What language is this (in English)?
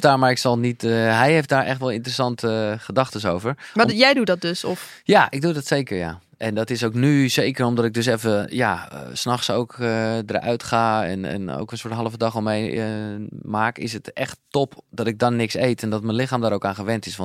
Dutch